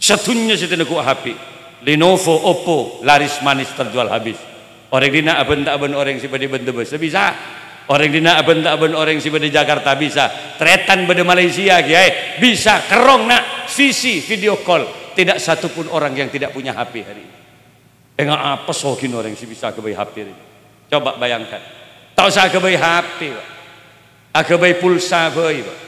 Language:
Madurese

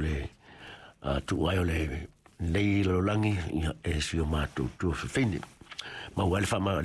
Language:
Samoan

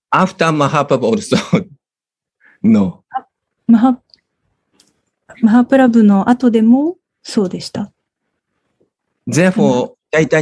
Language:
Japanese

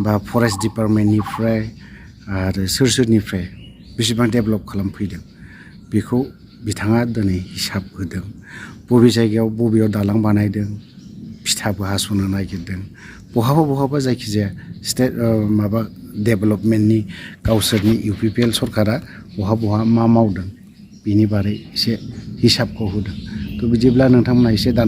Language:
Bodo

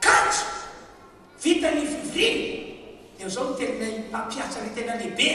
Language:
Malagasy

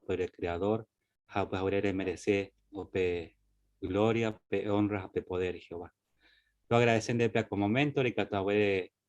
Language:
Guarani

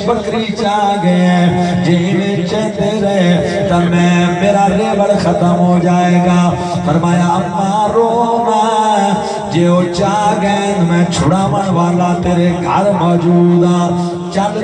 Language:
Saraiki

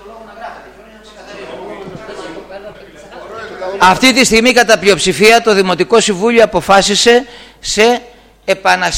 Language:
Greek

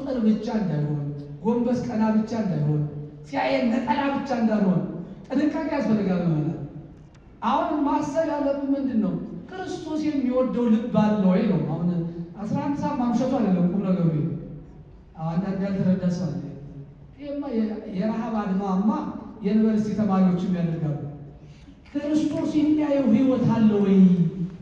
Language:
Amharic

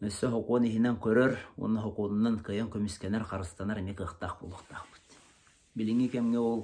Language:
Yakut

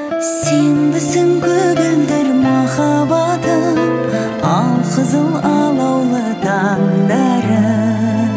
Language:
Kazakh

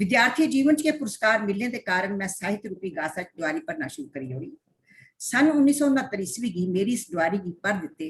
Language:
Dogri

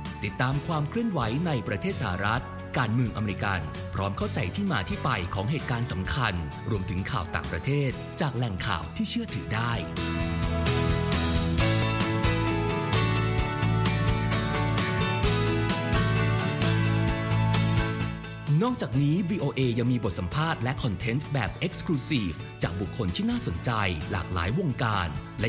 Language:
Thai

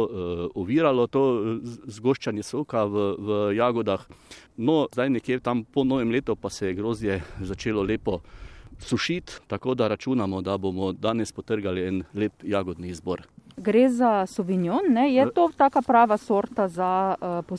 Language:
Slovenian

